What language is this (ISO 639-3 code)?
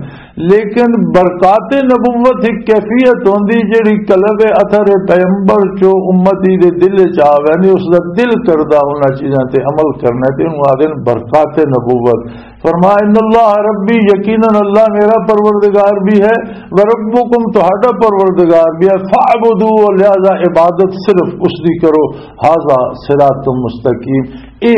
lah